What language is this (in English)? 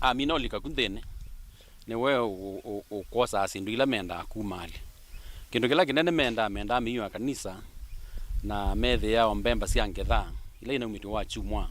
Kamba